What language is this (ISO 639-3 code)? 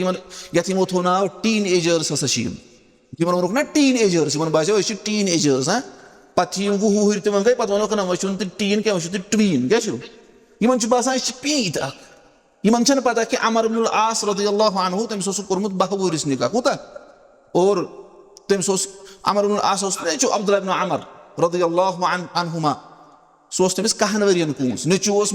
kas